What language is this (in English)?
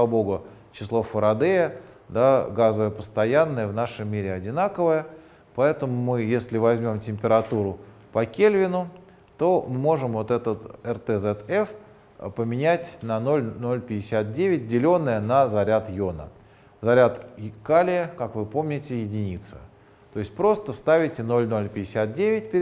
Russian